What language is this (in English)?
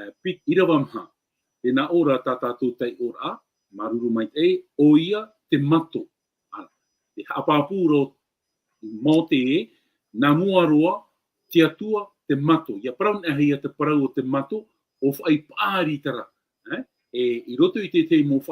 Tahitian